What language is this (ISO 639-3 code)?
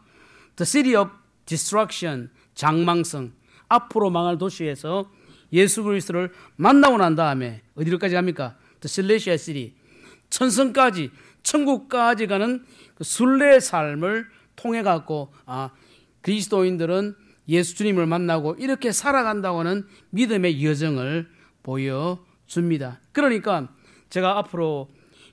kor